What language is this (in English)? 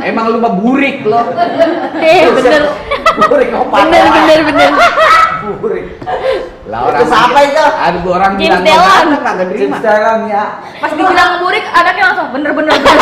Betawi